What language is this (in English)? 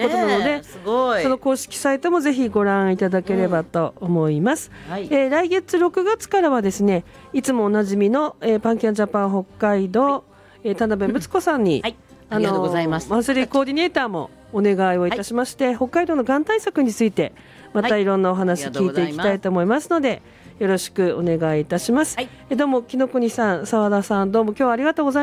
Japanese